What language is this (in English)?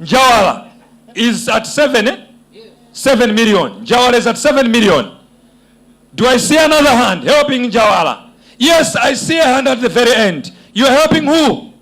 Nyanja